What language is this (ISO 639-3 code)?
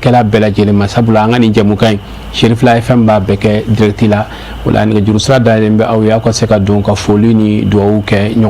bam